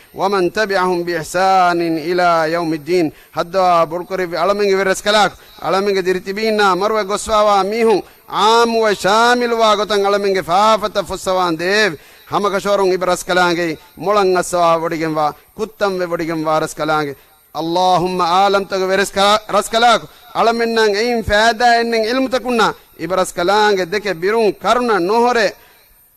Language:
Divehi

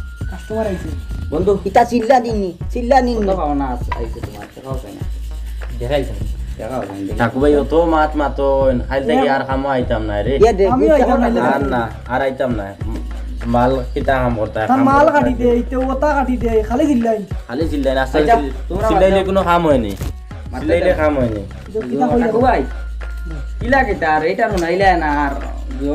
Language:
Sylheti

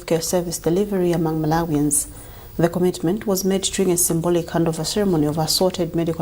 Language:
English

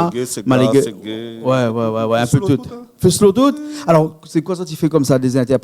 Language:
Réunion Creole French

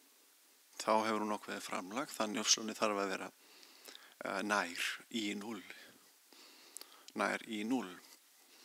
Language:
Icelandic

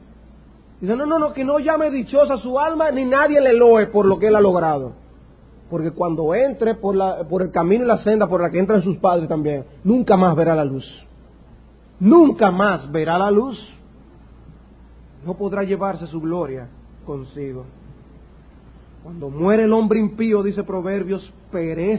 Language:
Spanish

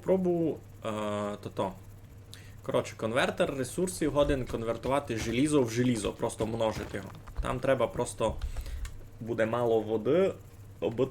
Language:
Rusyn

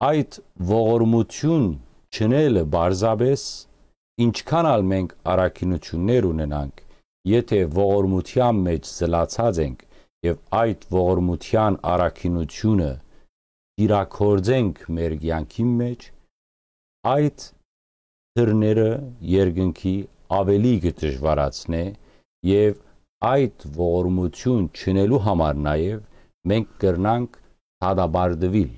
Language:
Western Armenian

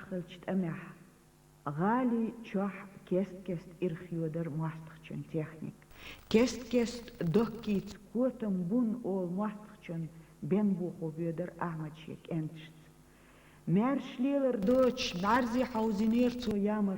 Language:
Chechen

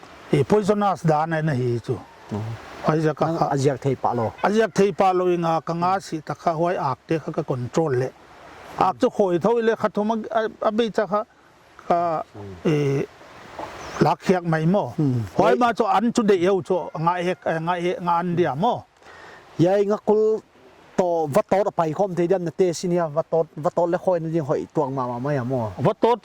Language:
Paite Chin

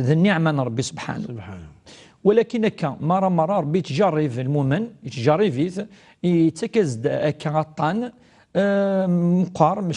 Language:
Kabyle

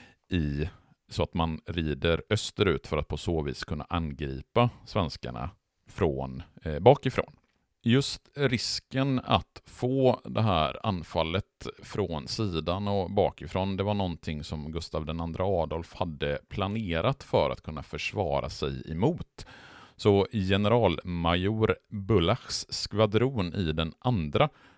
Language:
Swedish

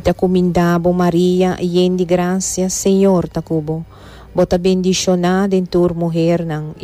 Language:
Papiamento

